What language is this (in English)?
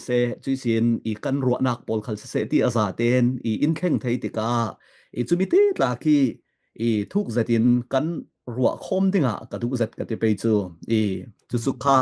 Falam Chin